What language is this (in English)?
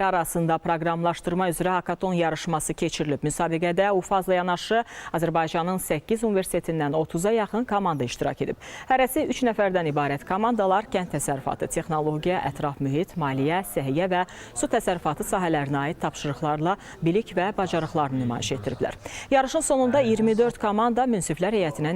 Azerbaijani